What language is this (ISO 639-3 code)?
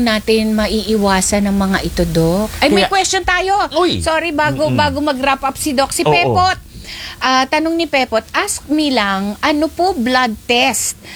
fil